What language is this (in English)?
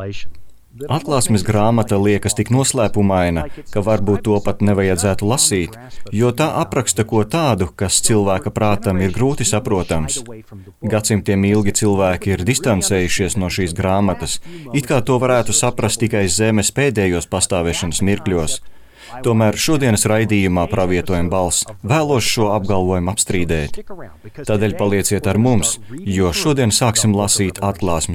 Latvian